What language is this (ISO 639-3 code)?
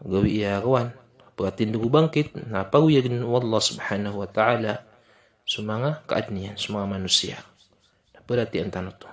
mrw